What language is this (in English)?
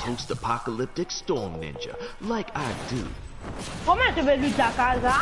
Morisyen